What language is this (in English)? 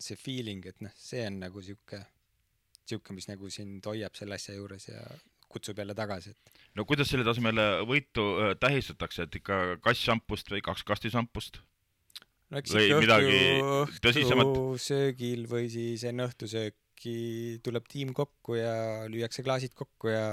Estonian